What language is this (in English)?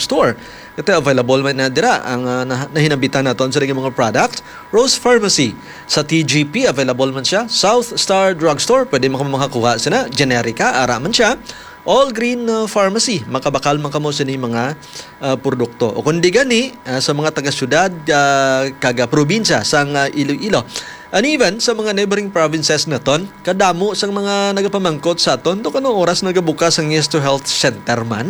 Hiligaynon